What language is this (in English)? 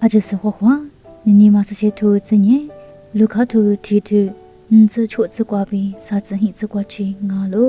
Lisu